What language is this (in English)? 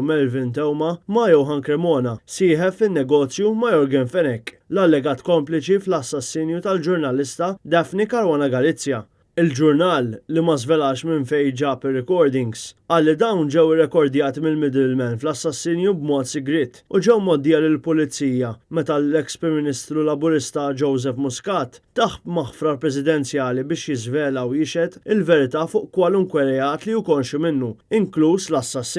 Maltese